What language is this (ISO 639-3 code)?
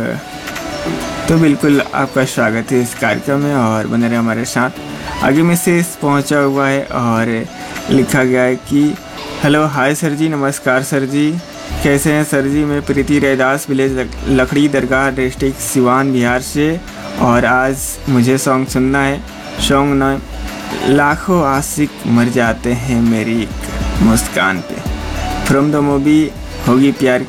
hin